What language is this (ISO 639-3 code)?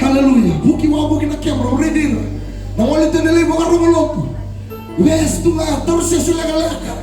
fij